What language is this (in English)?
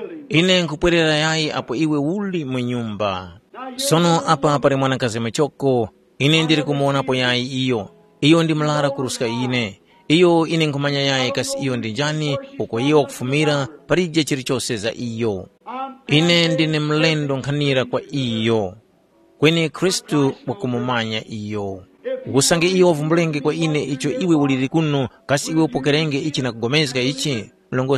Tumbuka